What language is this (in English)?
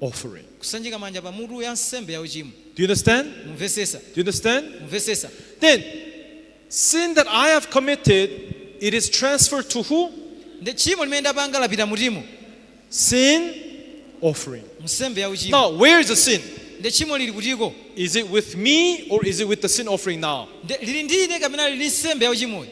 Nyanja